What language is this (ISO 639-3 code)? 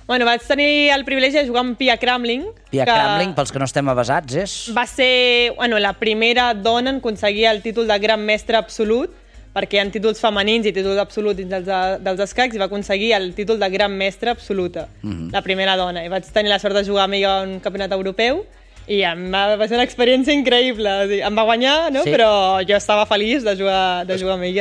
cat